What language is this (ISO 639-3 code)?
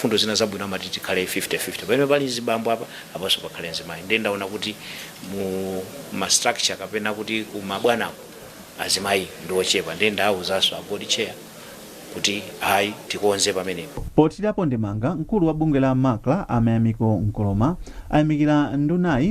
nya